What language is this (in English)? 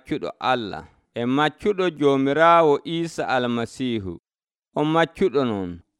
Nigerian Fulfulde